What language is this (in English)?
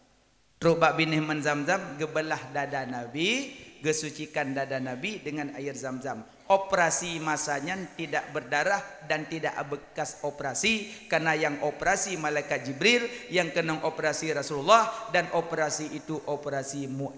Achinese